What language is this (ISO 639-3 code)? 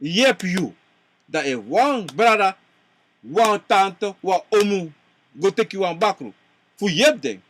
srn